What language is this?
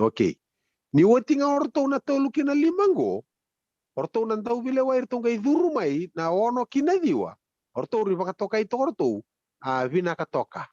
Fijian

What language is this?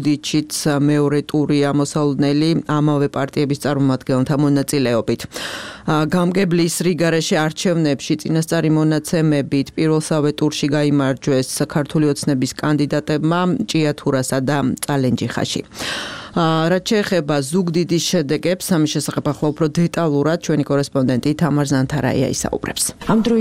Georgian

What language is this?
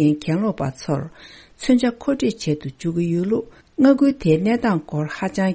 Tibetan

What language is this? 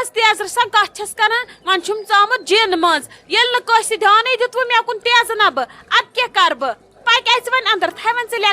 Kashmiri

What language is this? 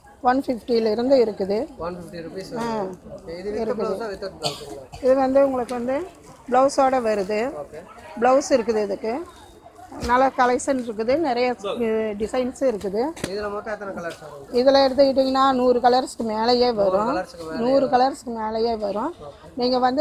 Tamil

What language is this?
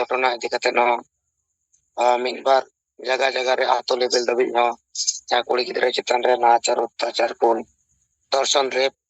Santali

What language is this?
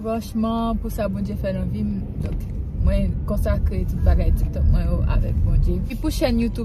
Haitian Creole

